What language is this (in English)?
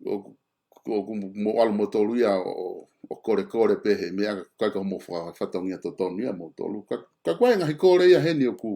Tongan